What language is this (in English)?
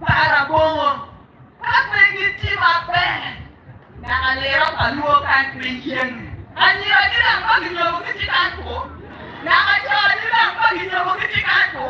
Acoli